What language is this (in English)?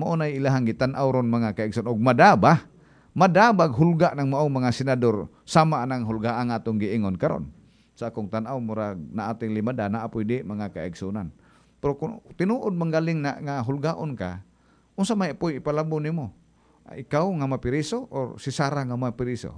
Cebuano